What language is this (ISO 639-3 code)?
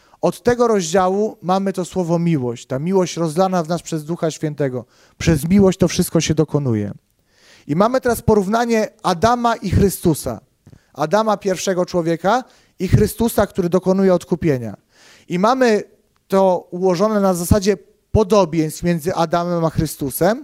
pol